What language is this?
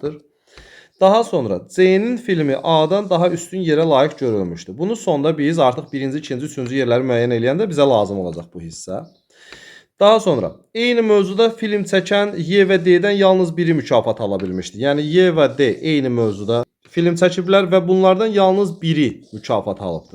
Azerbaijani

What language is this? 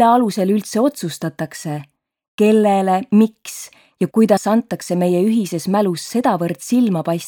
Estonian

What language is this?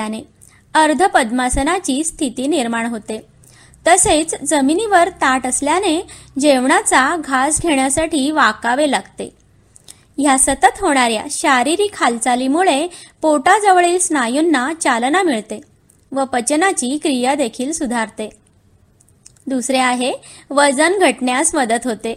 Marathi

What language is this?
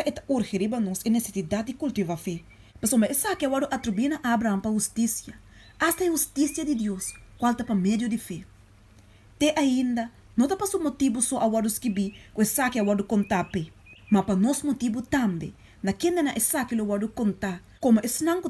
Papiamento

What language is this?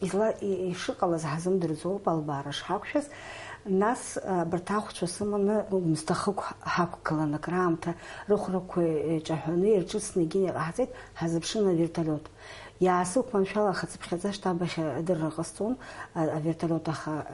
Abkhazian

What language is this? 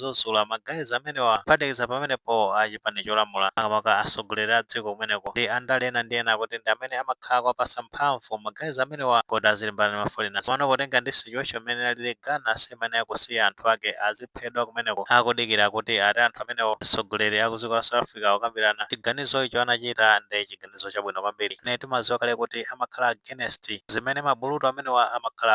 Nyanja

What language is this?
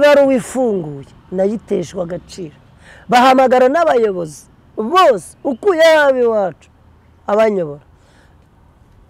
Kinyarwanda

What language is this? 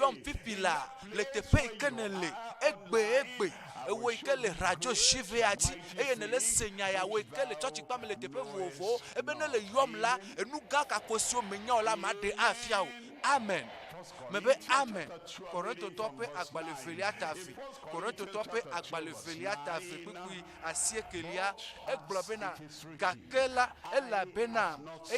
Ewe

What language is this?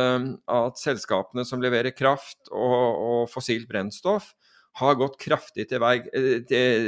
Norwegian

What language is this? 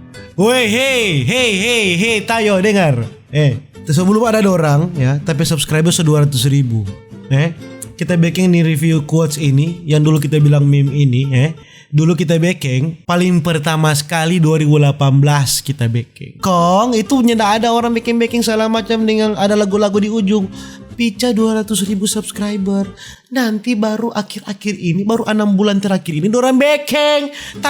Manado Malay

